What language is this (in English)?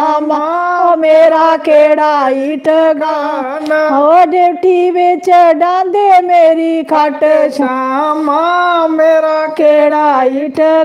Dogri